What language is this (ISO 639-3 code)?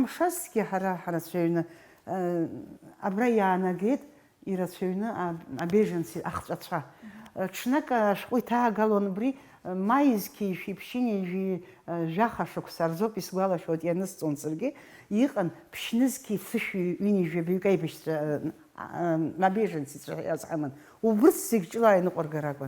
abk